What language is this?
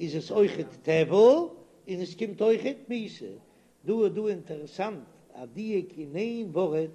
Yiddish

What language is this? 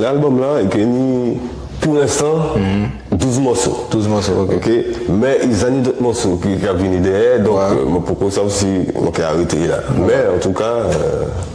Guadeloupean Creole French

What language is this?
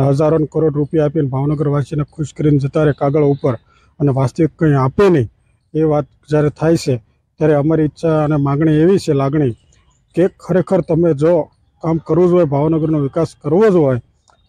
Gujarati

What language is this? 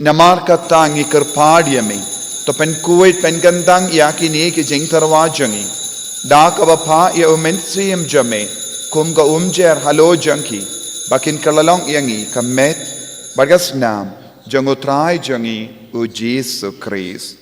Khasi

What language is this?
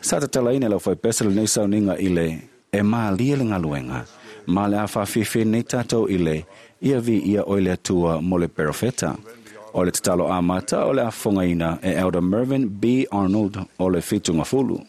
Samoan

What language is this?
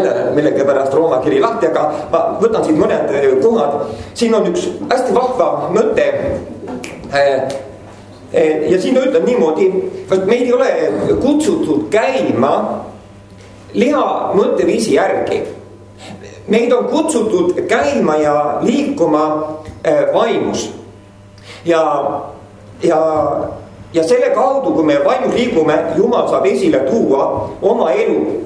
Estonian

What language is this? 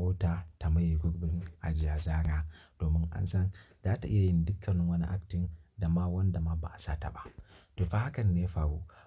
Hausa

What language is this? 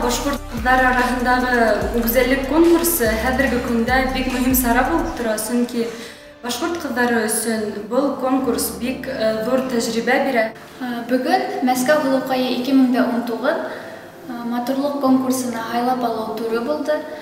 Bashkir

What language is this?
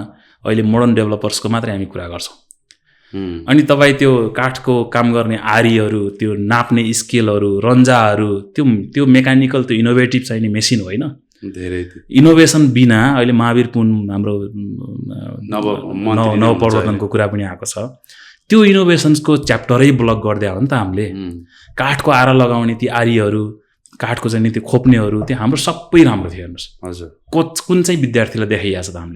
Nepali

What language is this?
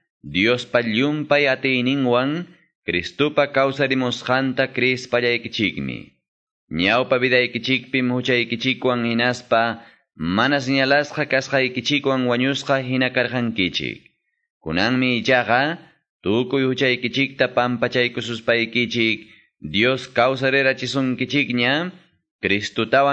Quechua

